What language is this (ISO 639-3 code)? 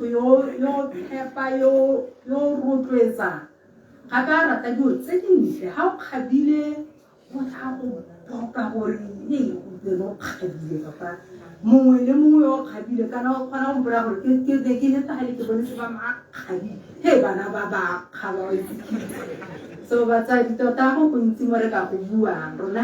tsn